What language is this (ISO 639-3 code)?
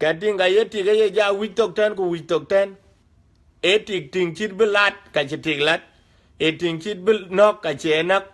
din